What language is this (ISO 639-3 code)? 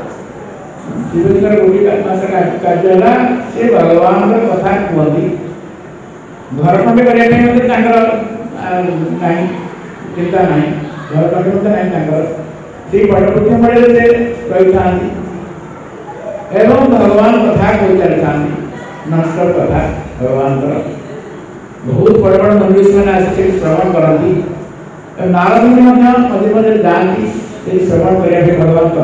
ori